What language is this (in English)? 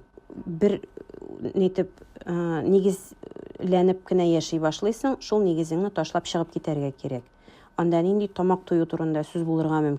Tatar